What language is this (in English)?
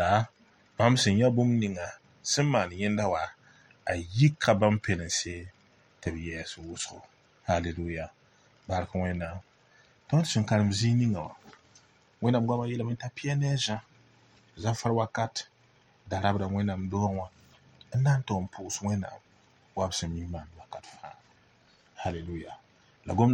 Mossi